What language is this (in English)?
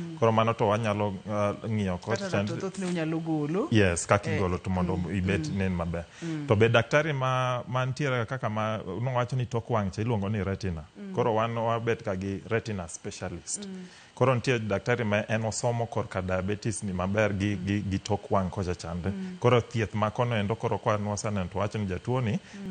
Luo (Kenya and Tanzania)